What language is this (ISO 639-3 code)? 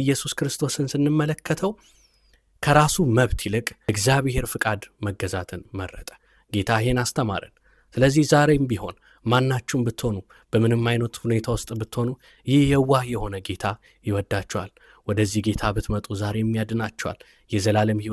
amh